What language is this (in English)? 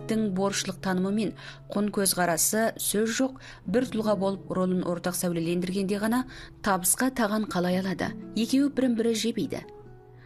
Kazakh